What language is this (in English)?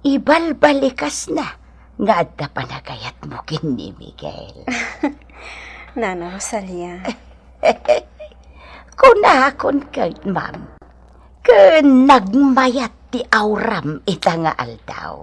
Iloko